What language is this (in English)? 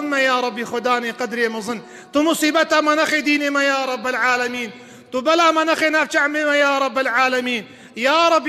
Kurdish